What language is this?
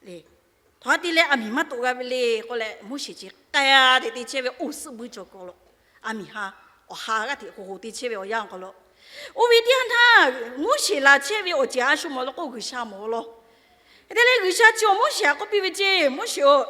Lahu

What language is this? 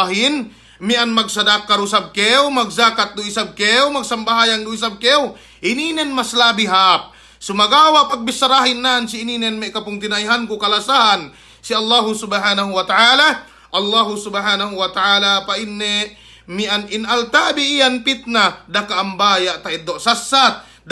Yakan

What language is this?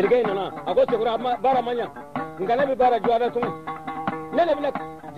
Bambara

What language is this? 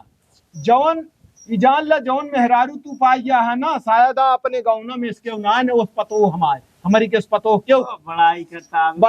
Awadhi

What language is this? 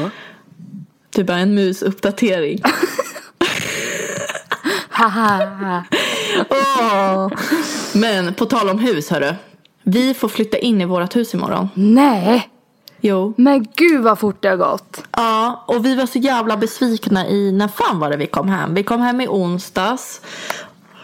Swedish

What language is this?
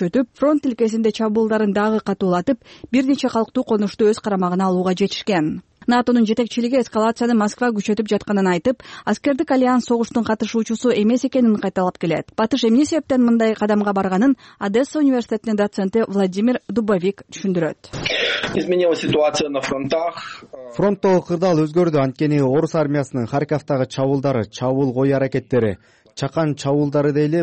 Kyrgyz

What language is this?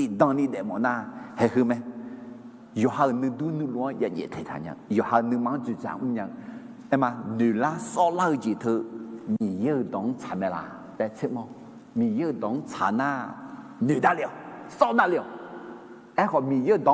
Akha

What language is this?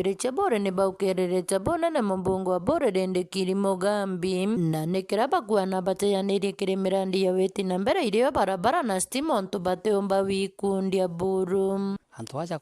Meru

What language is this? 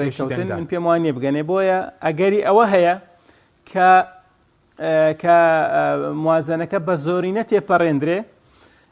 Central Kurdish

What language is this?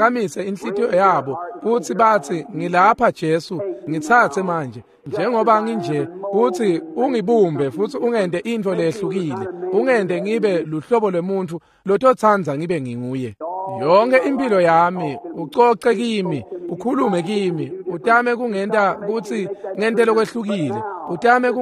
Swati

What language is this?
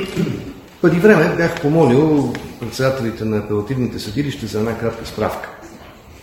Bulgarian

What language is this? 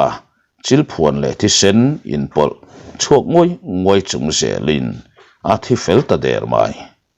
Mizo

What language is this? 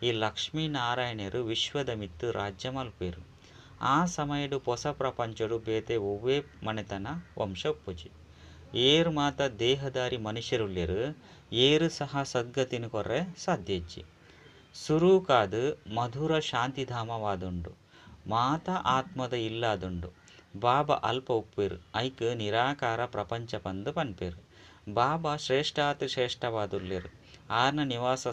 Tulu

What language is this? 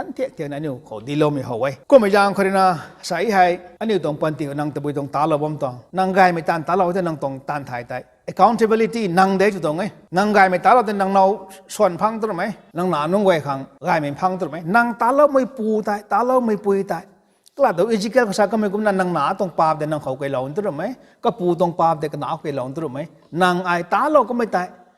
Rongmei Naga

